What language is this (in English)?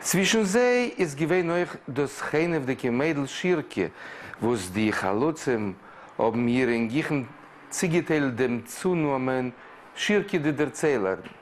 Yiddish